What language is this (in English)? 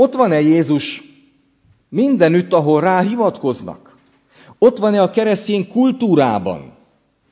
Hungarian